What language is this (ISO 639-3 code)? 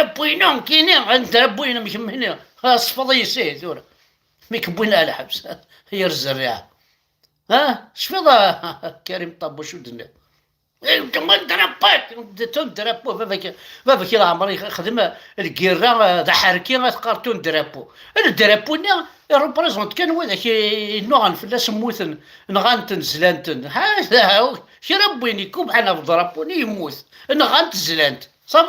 kab